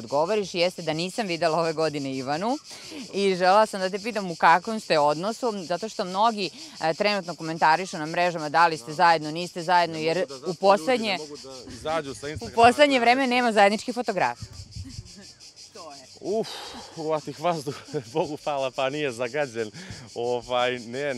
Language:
Serbian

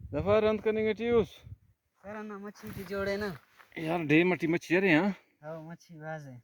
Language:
Brahui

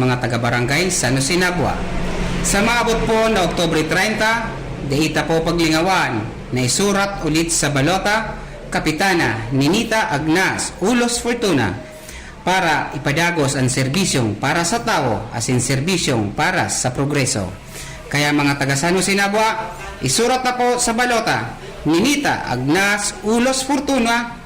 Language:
Bikol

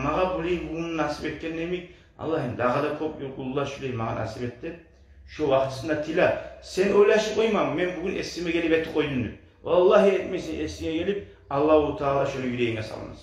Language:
Kumyk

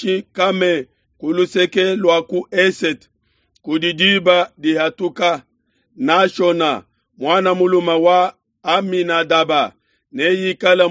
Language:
Luba-Lulua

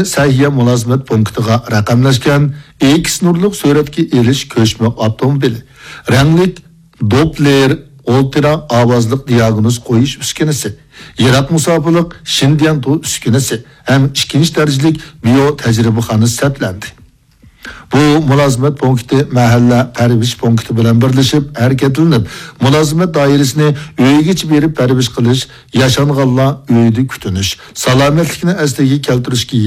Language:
Uyghur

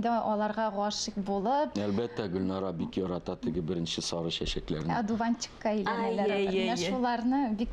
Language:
Tatar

